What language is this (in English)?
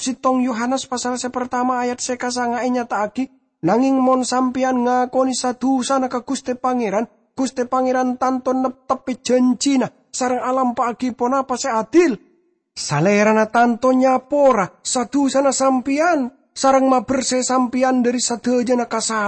Madurese